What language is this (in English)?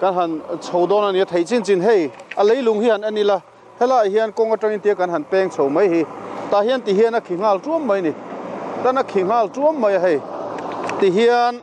Mizo